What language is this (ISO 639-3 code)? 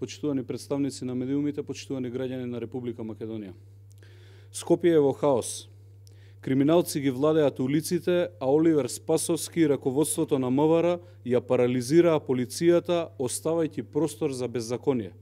mkd